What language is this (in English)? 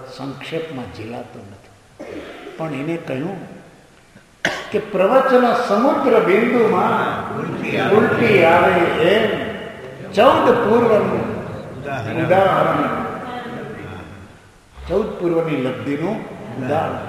Gujarati